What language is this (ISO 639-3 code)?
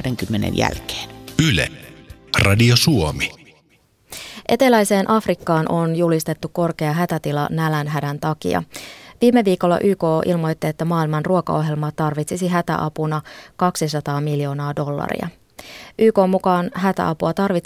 fin